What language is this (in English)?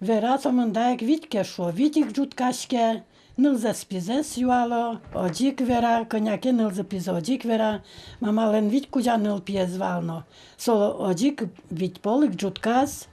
Udmurt